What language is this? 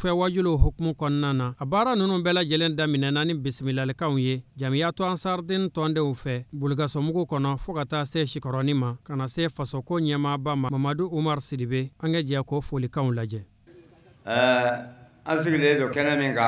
Bambara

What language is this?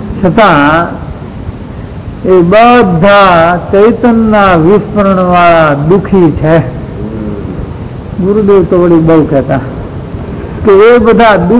Gujarati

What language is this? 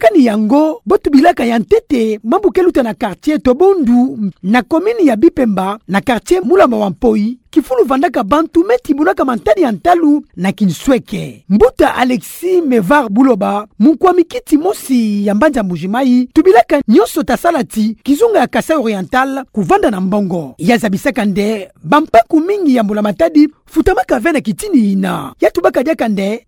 Kituba (Democratic Republic of Congo)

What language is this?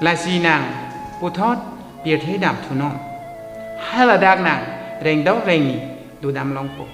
Karbi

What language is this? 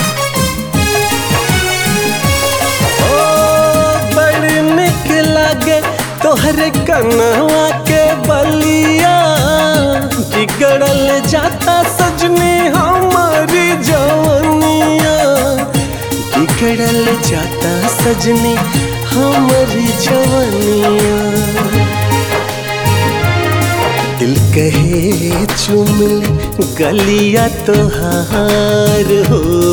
Bhojpuri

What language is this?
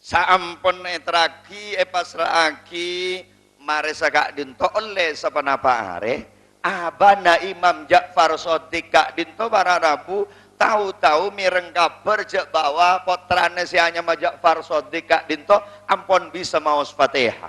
Madurese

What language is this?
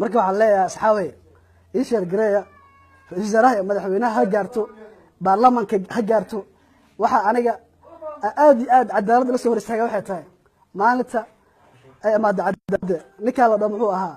Somali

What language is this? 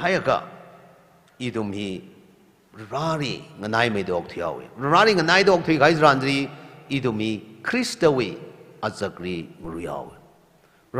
Tangkhul Naga (India)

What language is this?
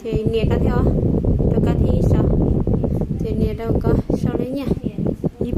Hmong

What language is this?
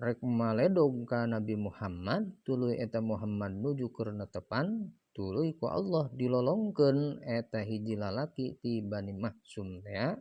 Sundanese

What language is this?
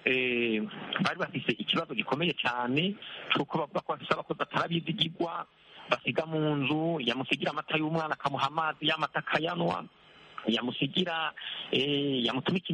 Kinyarwanda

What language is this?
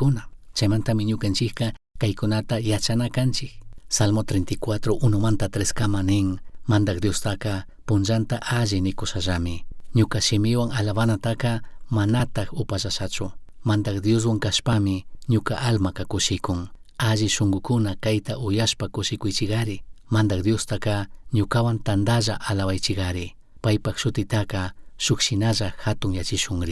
Chimborazo Highland Quichua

